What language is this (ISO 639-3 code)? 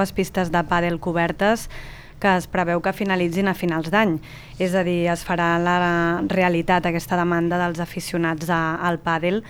cat